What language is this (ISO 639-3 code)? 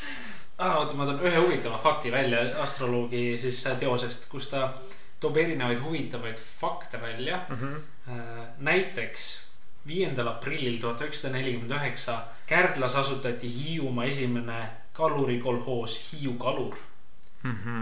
est